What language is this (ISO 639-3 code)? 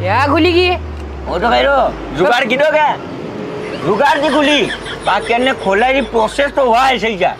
mtr